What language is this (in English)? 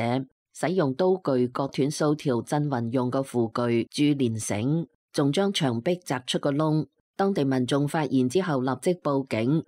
Cantonese